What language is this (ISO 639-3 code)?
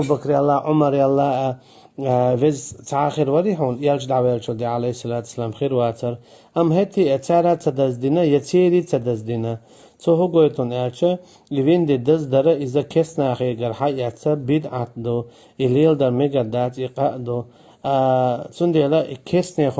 che